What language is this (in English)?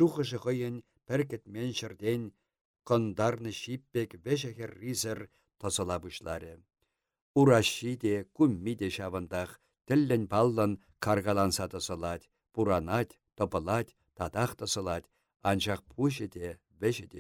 Chuvash